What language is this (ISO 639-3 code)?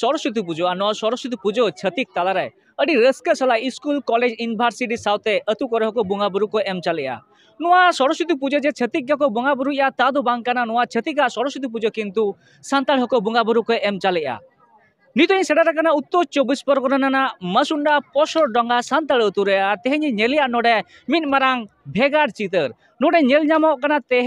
sat